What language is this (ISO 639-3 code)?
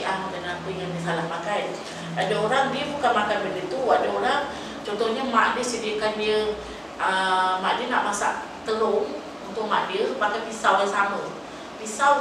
msa